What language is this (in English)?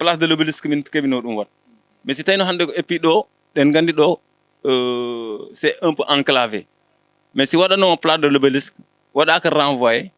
Fula